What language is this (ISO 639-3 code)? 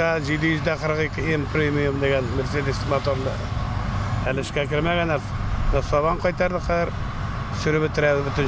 tat